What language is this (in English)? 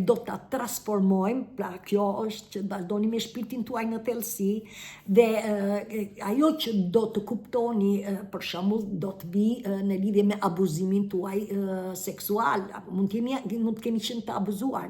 Albanian